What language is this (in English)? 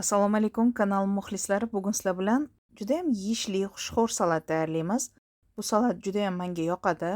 Uzbek